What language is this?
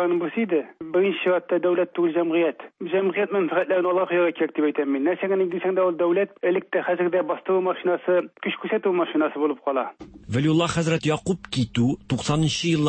Tatar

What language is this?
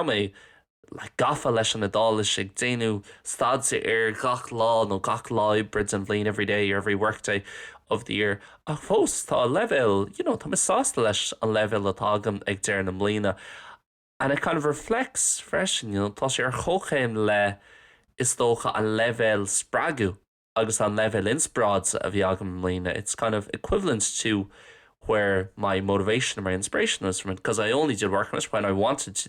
Irish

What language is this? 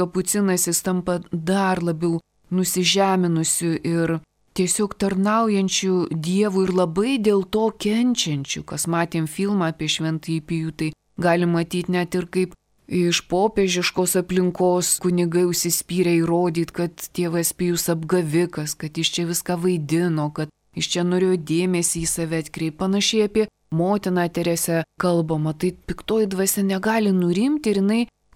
Lithuanian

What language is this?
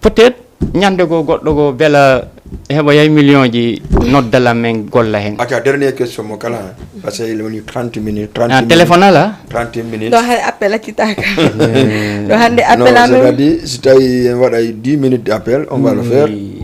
Fula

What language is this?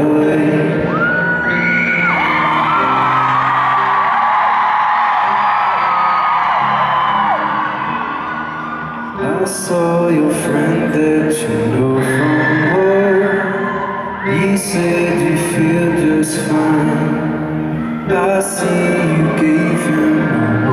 English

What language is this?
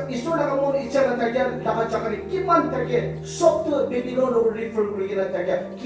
Naga Pidgin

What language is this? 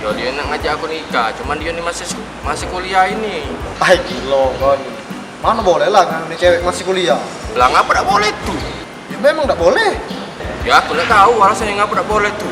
Musi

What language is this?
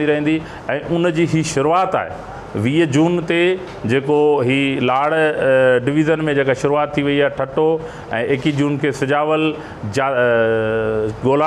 Sindhi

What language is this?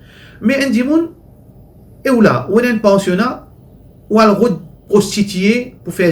Morisyen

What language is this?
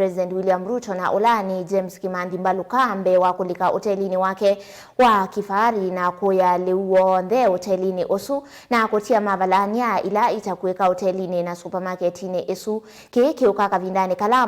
Kamba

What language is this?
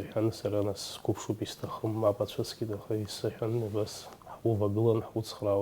Abkhazian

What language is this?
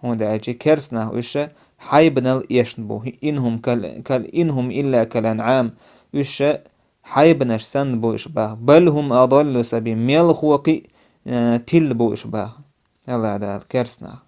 Chechen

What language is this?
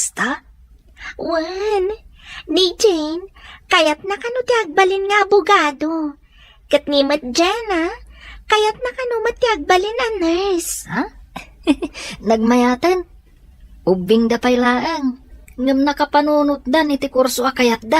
Iloko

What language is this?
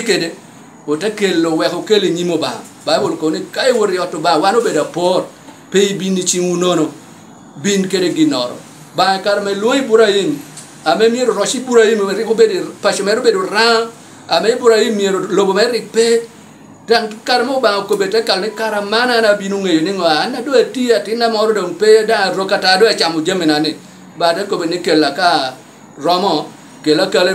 Lango (Uganda)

